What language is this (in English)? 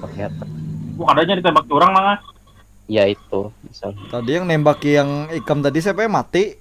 Banjar